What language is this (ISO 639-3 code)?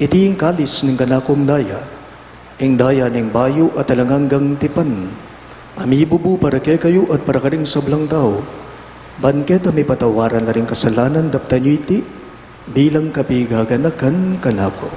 pam